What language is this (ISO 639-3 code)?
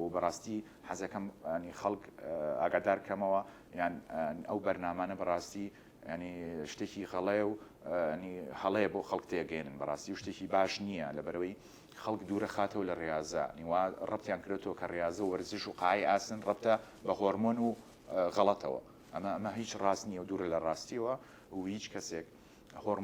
ckb